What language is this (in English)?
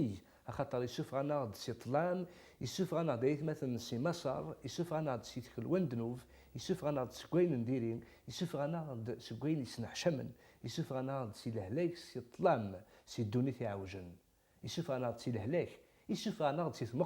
Kabyle